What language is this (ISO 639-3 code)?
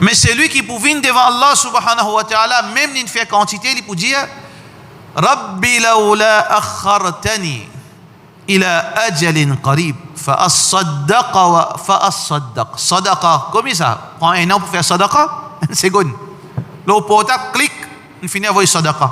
mfe